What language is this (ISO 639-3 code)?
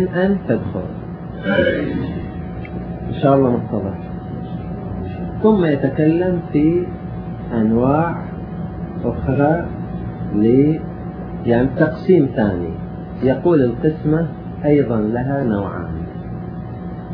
ara